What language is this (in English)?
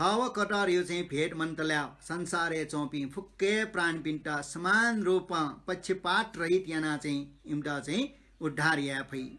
Newari